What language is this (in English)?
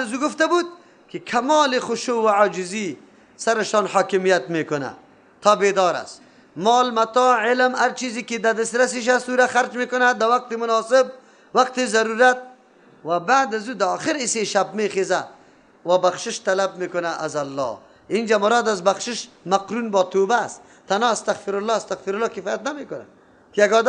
Persian